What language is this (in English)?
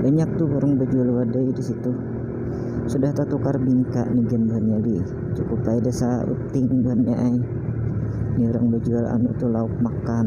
Banjar